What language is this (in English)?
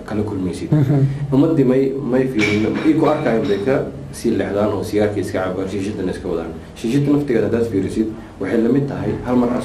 Somali